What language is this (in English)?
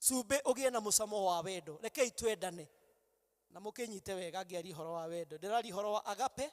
Kikuyu